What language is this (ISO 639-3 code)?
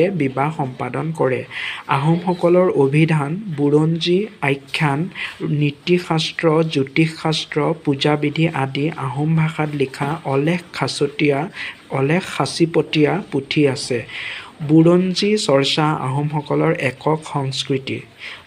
asm